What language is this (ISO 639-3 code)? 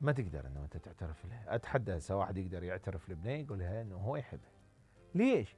acm